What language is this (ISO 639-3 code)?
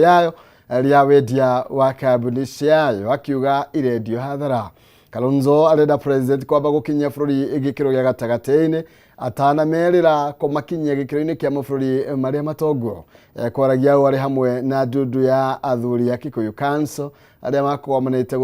kik